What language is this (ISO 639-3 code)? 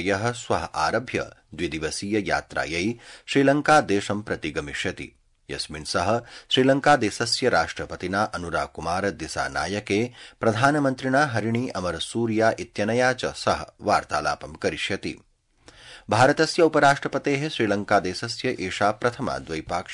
san